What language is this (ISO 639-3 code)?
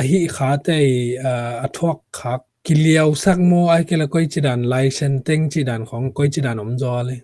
ctd